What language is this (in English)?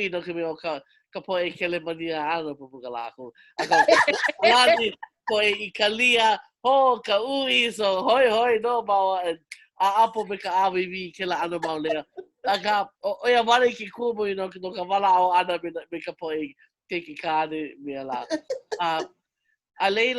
Hawaiian